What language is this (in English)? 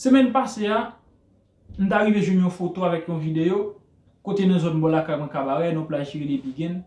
Haitian Creole